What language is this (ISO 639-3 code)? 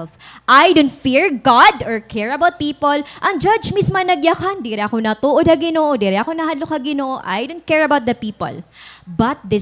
war